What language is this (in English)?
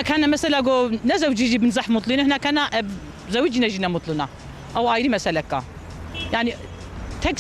Kurdish